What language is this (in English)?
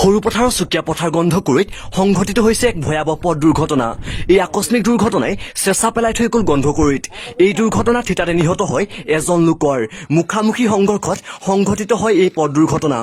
Assamese